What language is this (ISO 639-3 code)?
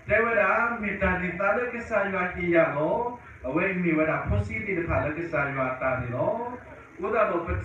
ksw